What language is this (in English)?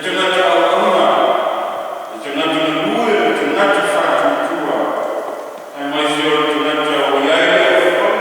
Samoan